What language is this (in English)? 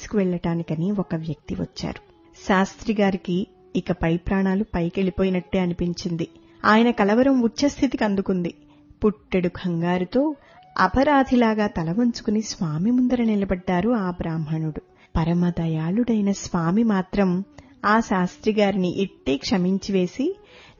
Telugu